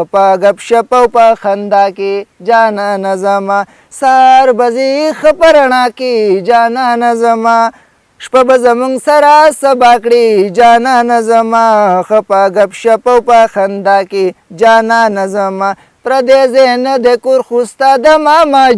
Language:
Pashto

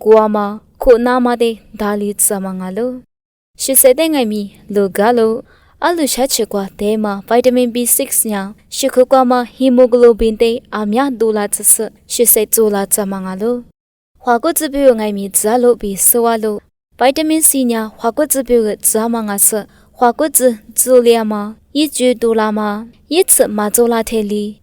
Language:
Lisu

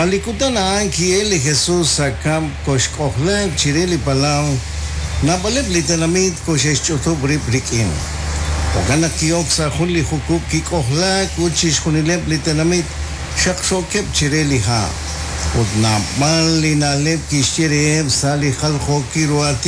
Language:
Kekchí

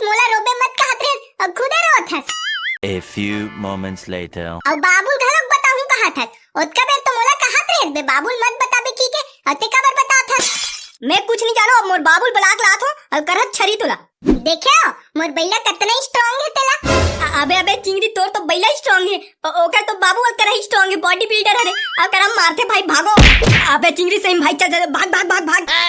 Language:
Chhattisgarhi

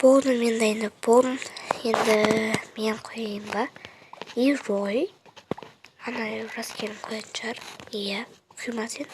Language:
Kazakh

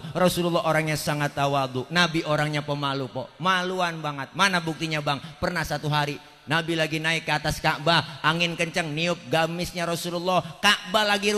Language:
Betawi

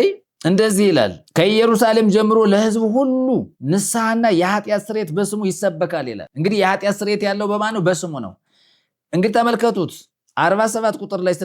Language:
Amharic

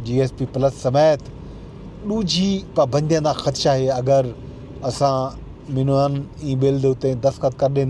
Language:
Saraiki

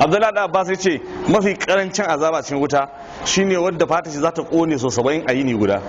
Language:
Hausa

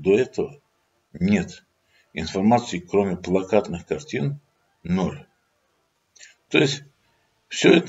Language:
Russian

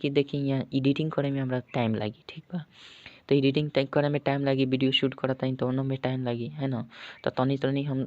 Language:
Bhojpuri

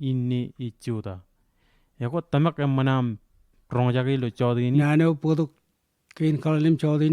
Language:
Marshallese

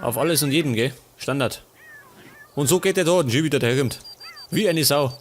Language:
Bavarian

